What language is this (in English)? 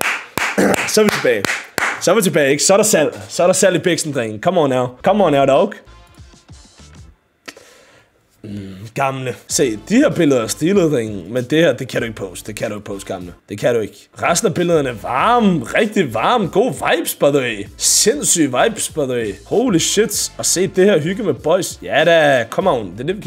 Danish